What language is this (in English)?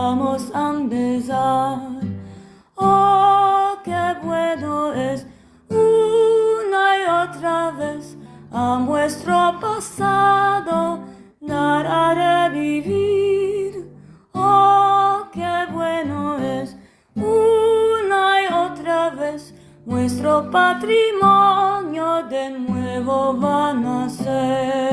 Ladino